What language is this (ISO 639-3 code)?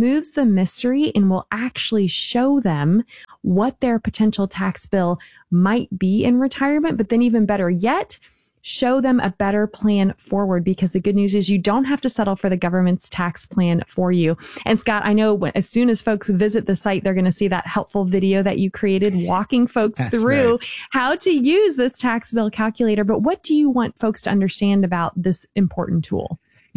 eng